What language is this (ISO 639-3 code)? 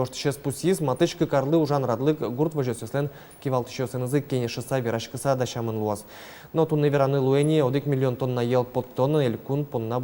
udm